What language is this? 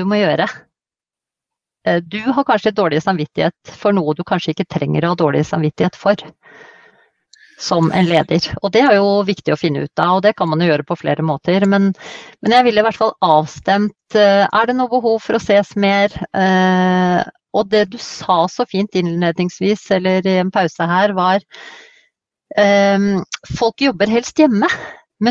Norwegian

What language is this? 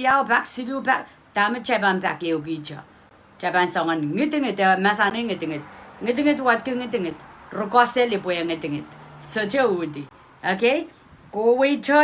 Pohnpeian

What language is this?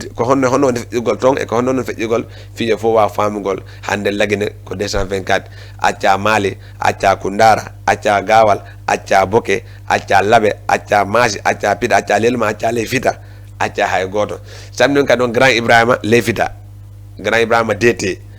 Fula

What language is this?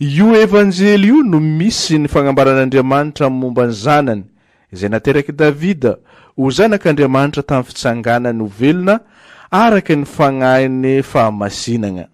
Malagasy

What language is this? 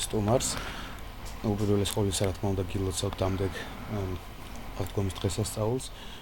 Georgian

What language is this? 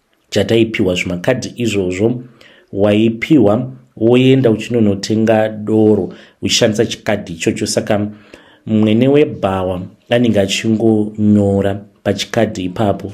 Shona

